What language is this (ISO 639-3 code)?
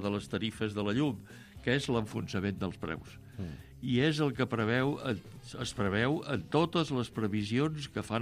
cat